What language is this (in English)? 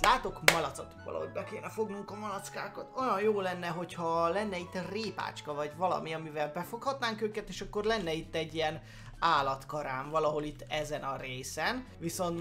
Hungarian